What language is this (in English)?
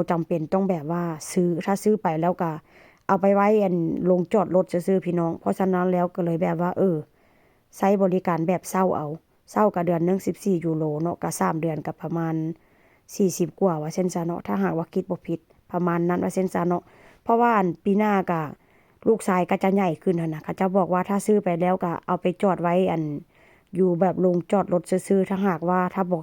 Northeastern Thai